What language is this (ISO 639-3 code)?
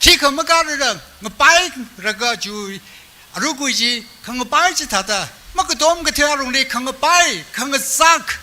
nmf